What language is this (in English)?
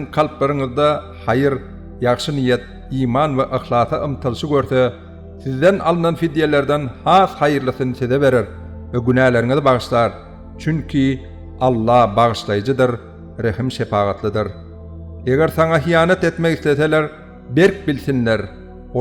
Turkmen